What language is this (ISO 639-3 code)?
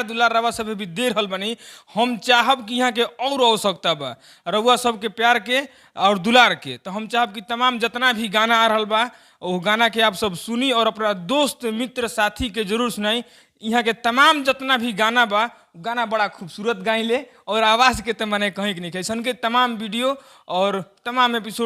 bho